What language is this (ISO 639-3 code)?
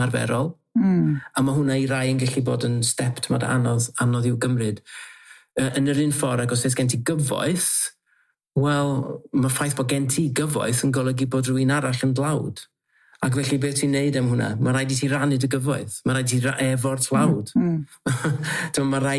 cym